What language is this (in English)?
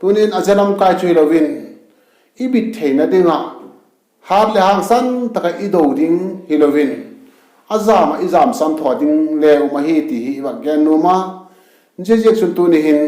Vaiphei